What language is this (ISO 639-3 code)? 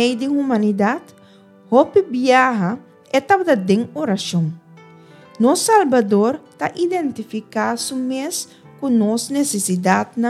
pap